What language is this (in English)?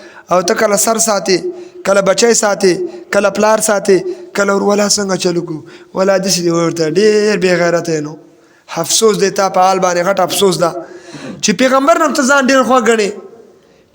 Pashto